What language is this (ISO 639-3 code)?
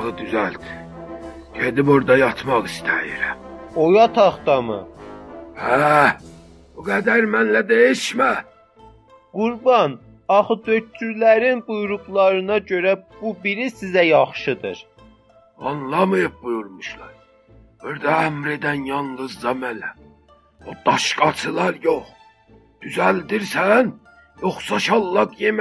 azb